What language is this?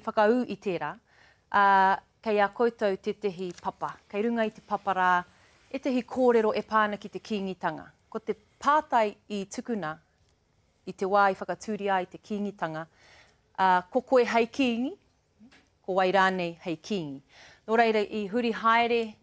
Māori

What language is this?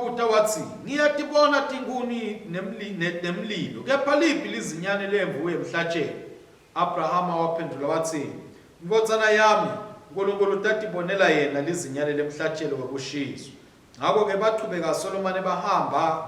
Swati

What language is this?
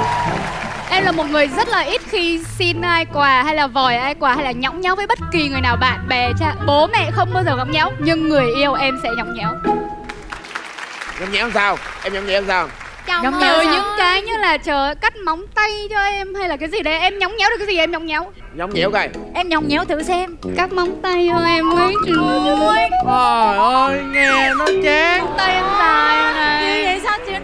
Vietnamese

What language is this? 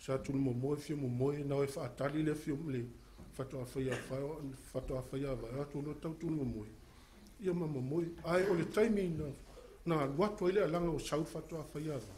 Samoan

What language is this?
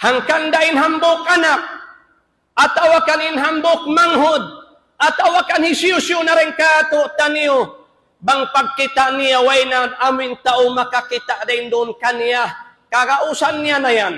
Tausug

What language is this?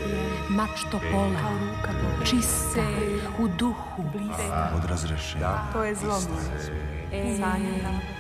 Serbian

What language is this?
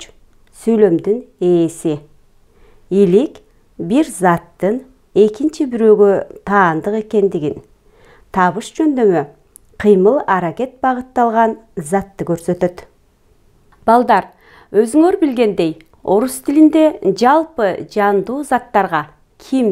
Kyrgyz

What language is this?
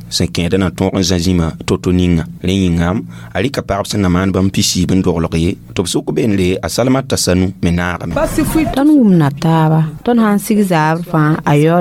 Mossi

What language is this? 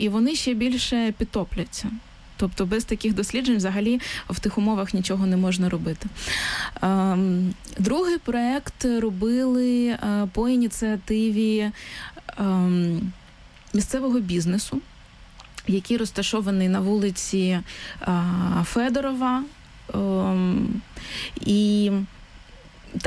Ukrainian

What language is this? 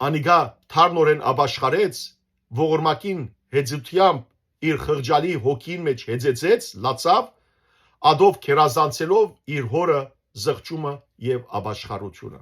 Western Armenian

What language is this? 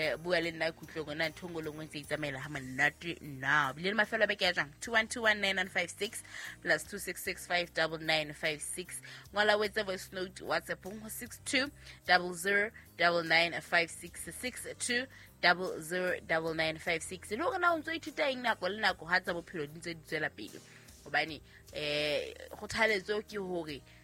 Southern Sotho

